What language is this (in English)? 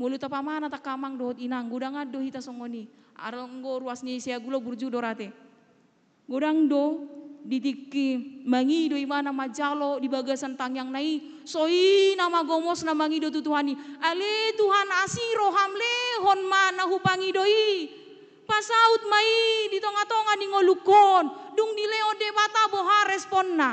Batak Toba